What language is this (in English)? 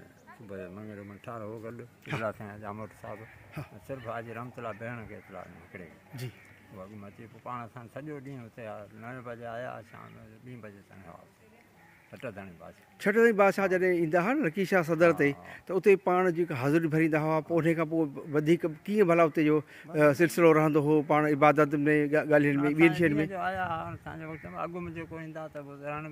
Sindhi